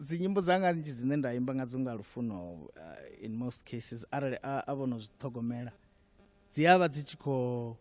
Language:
Venda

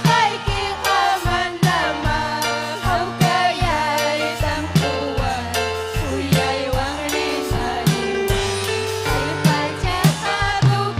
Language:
Ayacucho Quechua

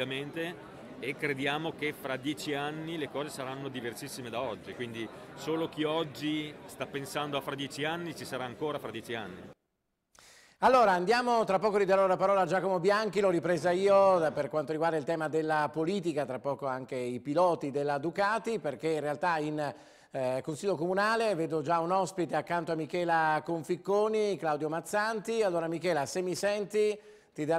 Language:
Italian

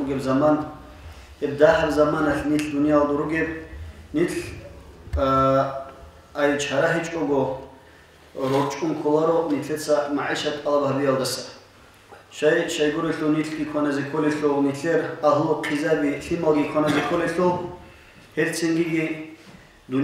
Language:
Avaric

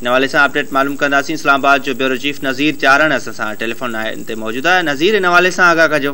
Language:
Sindhi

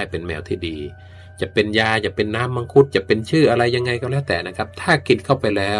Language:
Thai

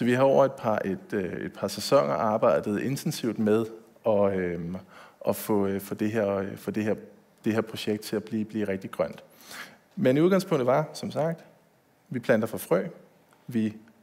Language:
Danish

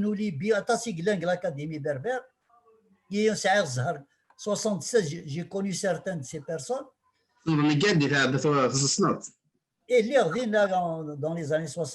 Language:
Kabyle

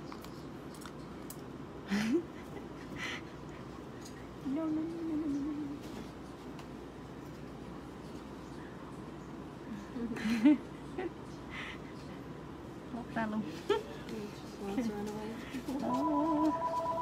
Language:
Vietnamese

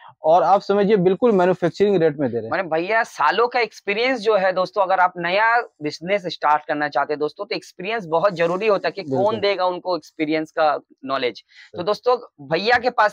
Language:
Hindi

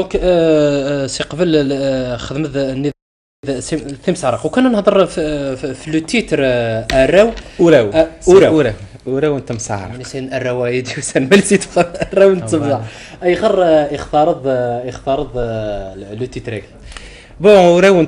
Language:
Kabyle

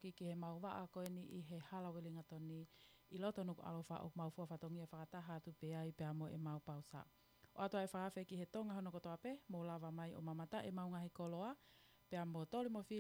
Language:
Tongan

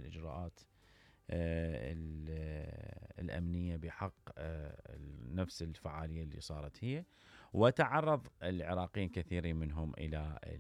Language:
Mesopotamian Arabic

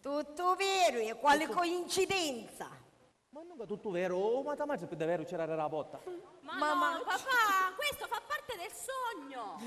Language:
Sicilian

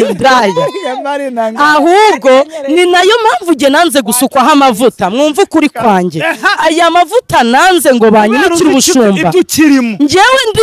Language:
Kinyarwanda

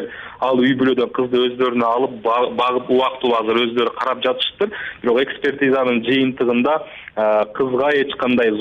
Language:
Kyrgyz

